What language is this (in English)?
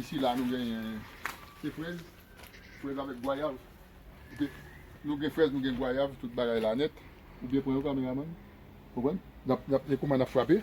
Haitian Creole